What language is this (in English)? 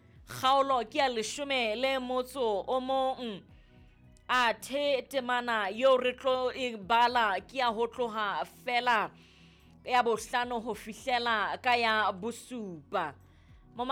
Southern Sotho